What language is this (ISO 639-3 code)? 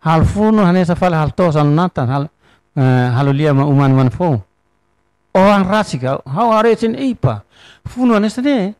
tet